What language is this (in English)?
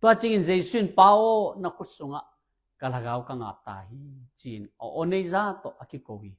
Tedim Chin